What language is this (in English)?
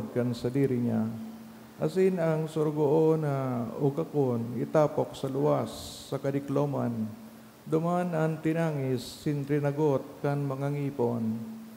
Bikol